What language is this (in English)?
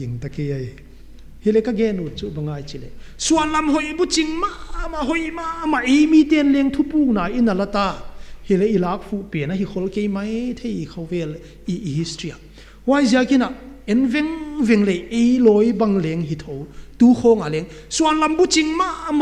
Paite Chin